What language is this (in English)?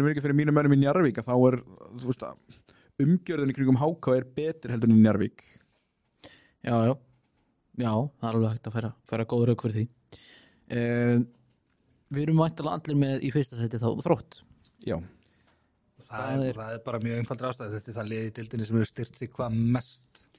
Icelandic